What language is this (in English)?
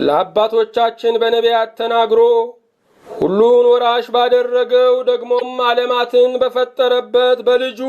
Amharic